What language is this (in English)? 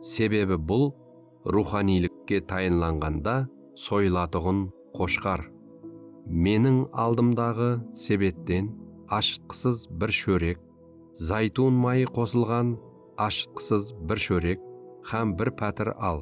Kara-Kalpak